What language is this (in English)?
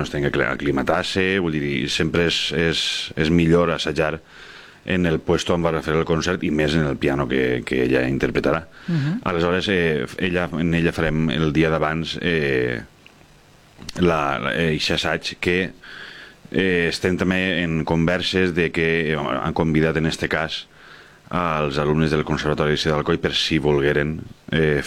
Catalan